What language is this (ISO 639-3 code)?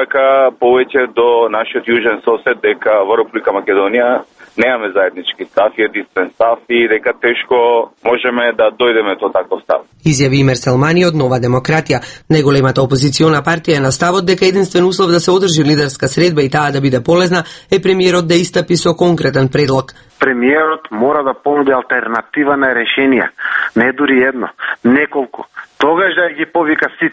mkd